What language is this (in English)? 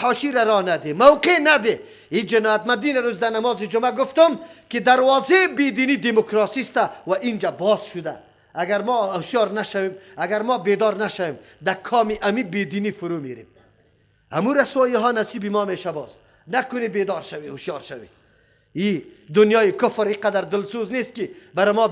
Persian